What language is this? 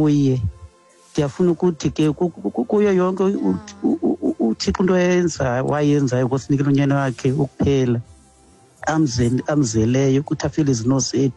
Xhosa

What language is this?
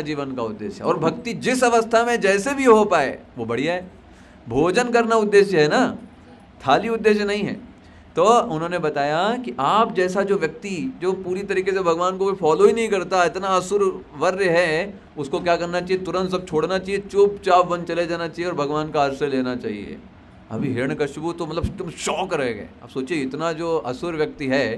Hindi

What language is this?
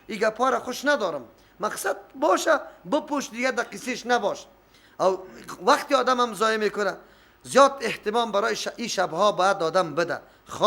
Persian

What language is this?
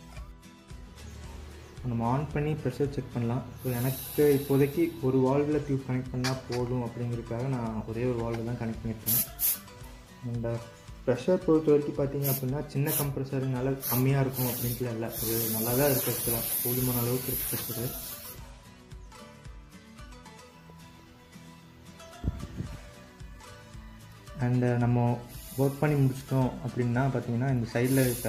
Tamil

